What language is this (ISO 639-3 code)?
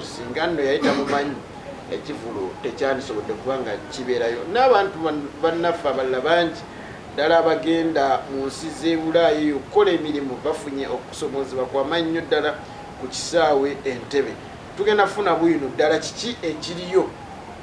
lug